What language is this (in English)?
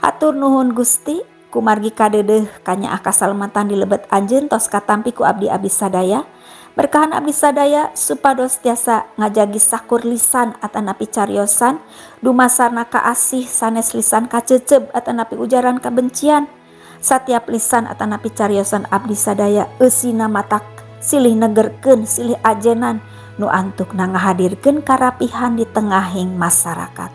Sundanese